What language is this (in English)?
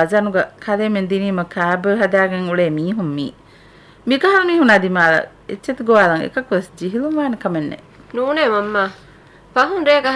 Divehi